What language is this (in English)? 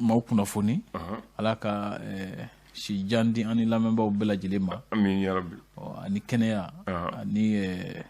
Bambara